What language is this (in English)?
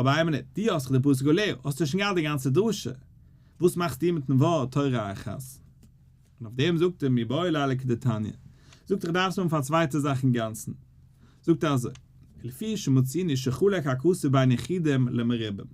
Yiddish